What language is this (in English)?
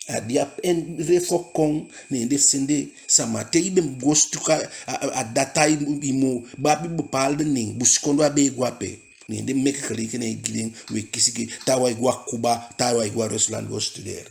Eastern Maroon Creole